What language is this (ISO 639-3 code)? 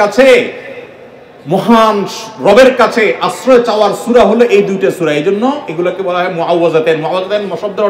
ben